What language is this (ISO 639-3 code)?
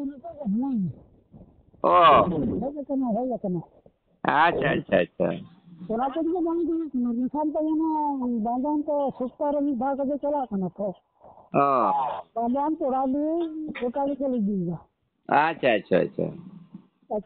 sat